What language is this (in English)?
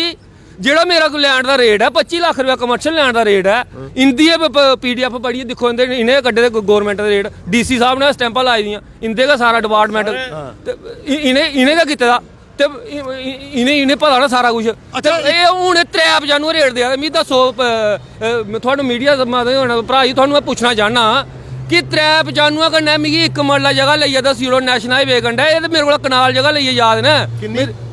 Dogri